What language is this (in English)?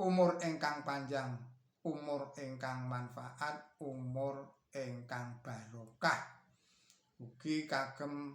Javanese